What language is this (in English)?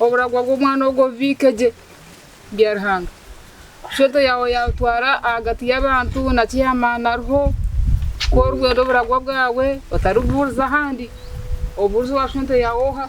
Nyankole